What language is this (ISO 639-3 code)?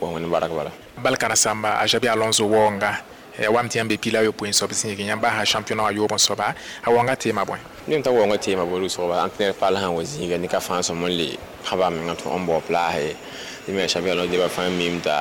mos